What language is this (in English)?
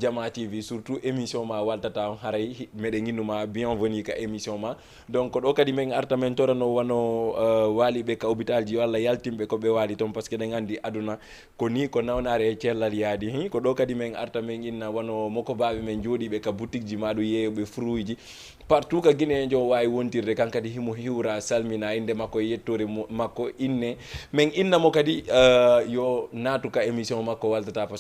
Fula